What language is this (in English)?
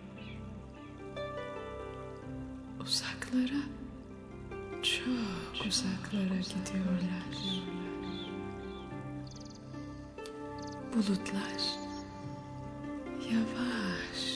Turkish